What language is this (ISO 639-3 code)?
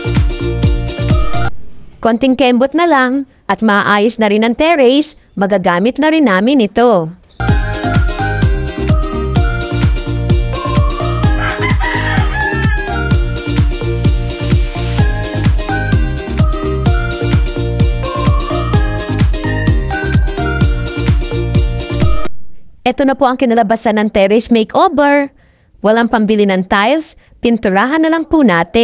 fil